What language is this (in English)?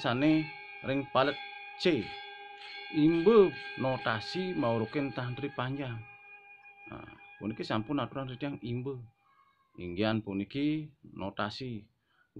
Balinese